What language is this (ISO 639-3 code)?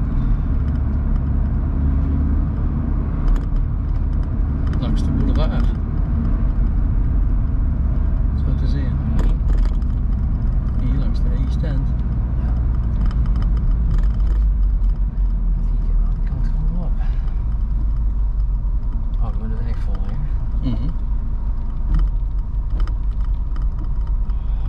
nld